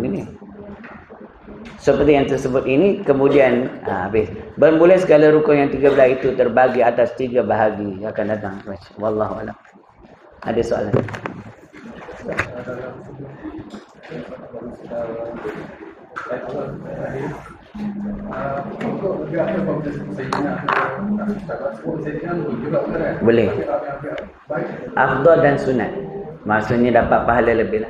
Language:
Malay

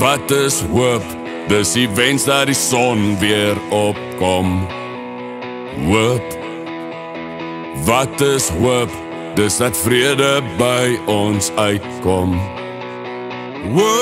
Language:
Afrikaans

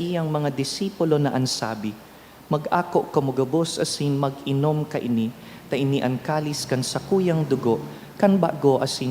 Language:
Bikol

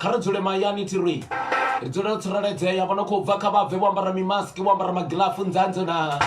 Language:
Venda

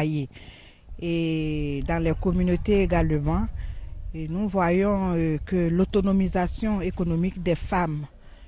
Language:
French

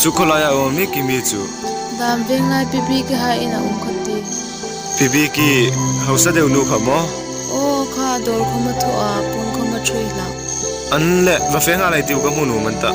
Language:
Hmar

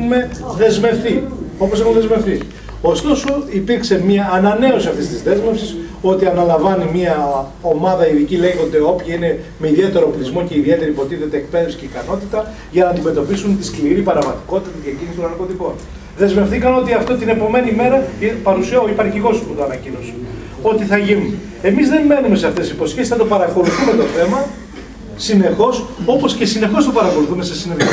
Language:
Greek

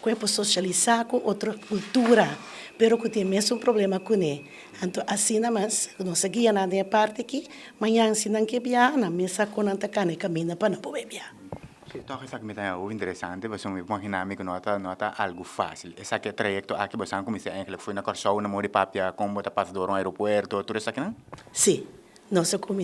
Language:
Papiamento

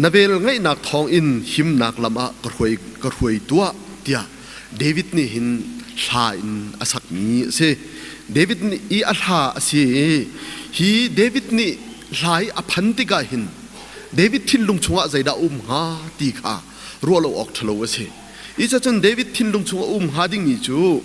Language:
Hakha Chin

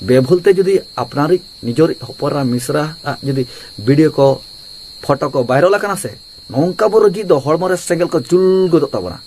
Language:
Santali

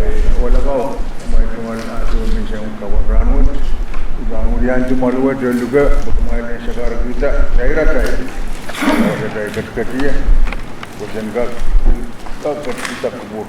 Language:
Pohnpeian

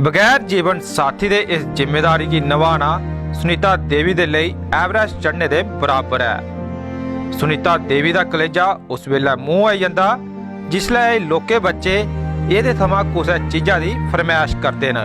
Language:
Dogri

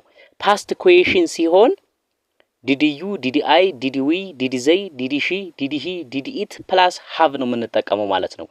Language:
Amharic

